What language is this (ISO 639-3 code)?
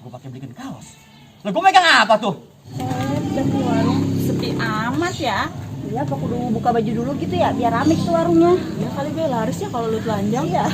bew